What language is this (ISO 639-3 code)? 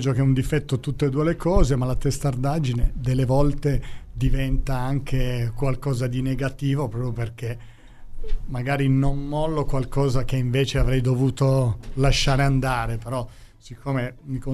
ita